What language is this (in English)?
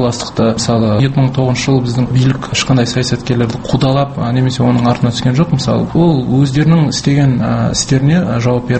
Kazakh